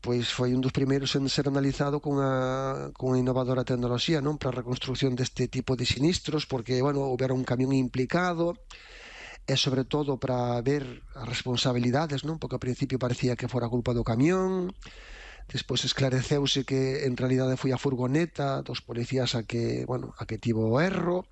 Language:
Galician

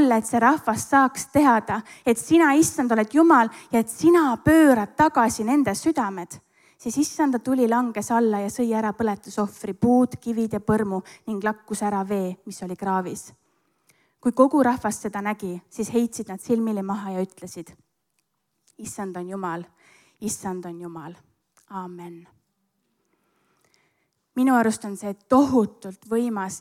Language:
Estonian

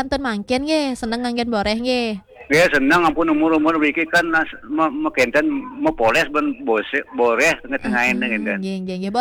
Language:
Balinese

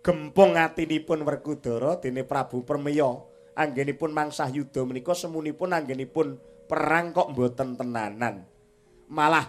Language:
Javanese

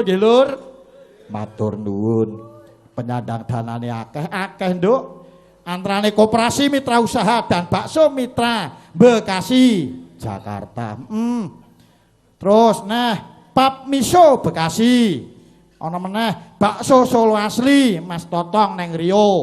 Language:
Javanese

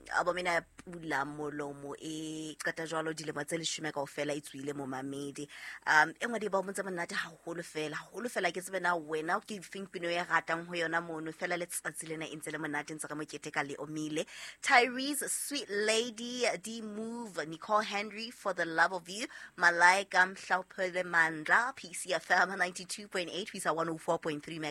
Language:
Southern Sotho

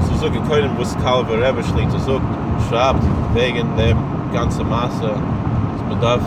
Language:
Yiddish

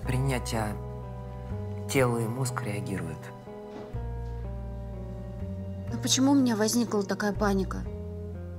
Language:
Russian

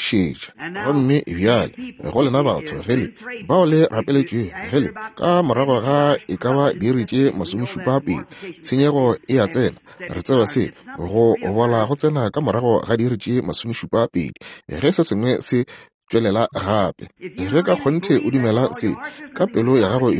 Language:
Northern Sotho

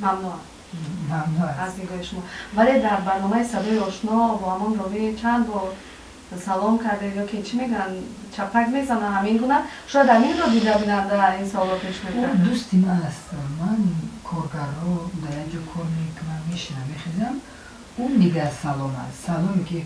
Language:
Tajik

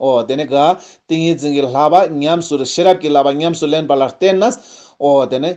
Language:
Ladakhi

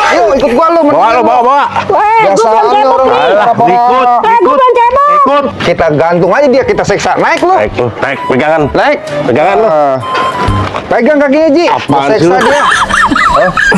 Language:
Betawi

